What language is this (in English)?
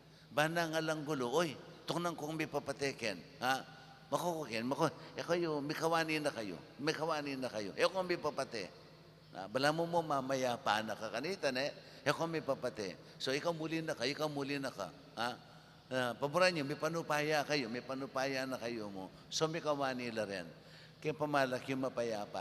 Pampanga